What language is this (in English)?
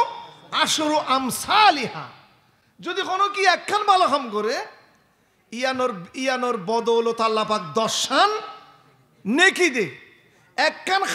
Rohingya